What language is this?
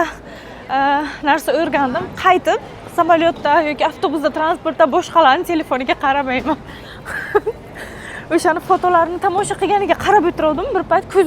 Uzbek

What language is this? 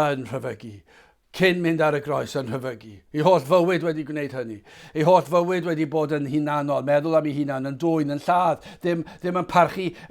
Welsh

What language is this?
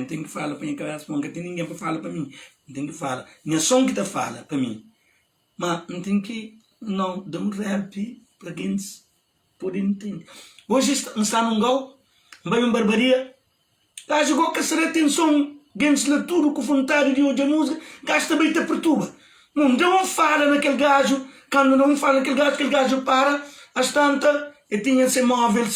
Kabuverdianu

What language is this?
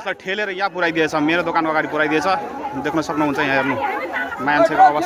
Nepali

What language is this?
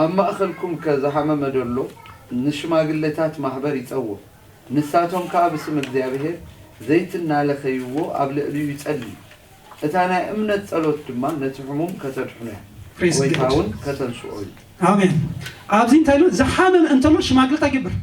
Tigrinya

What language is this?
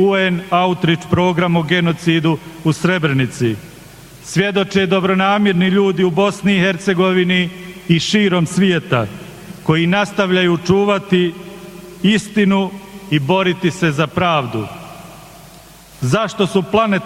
Bosnian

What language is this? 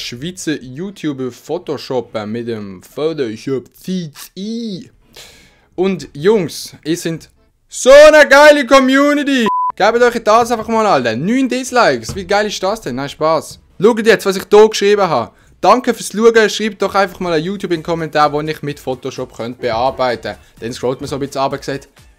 Swiss German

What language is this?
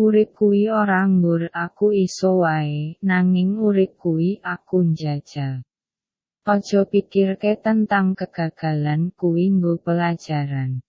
Javanese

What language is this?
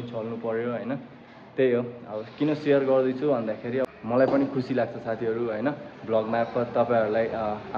Nepali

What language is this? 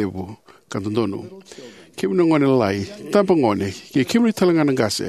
Fijian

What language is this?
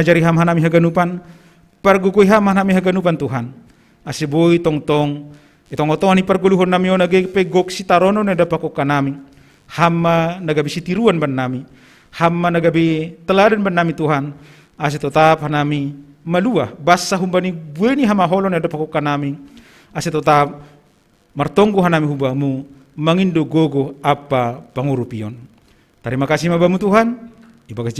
Batak Simalungun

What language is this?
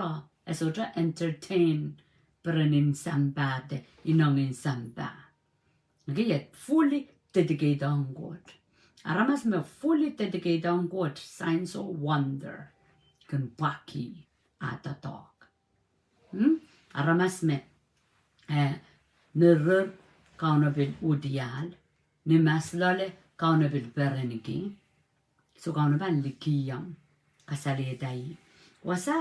Pohnpeian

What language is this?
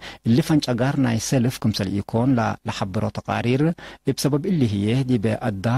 Tigre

